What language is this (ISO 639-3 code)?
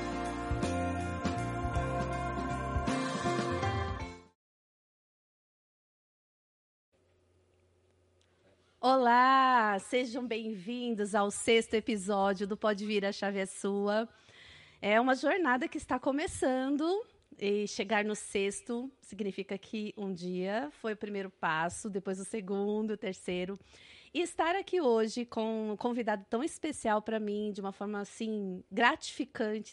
por